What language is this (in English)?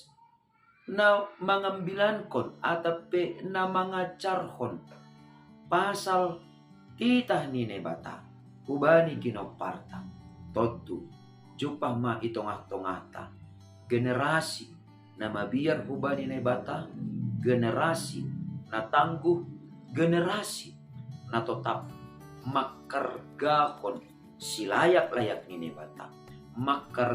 Batak Simalungun